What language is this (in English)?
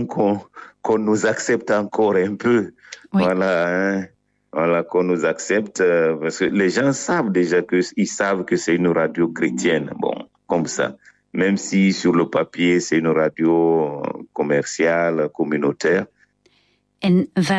Dutch